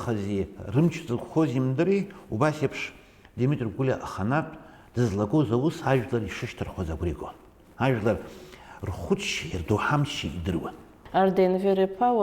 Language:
Abkhazian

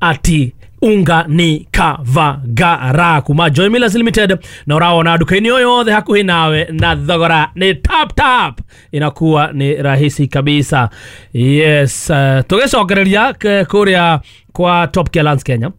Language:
Kikuyu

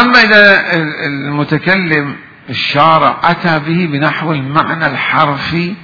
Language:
Mesopotamian Arabic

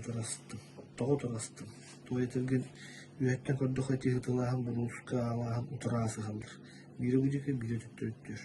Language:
Yakut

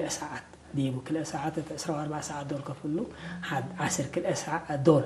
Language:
Tigre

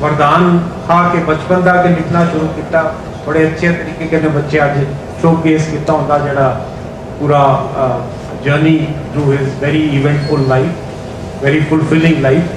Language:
Dogri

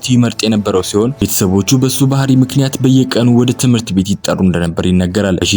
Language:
Amharic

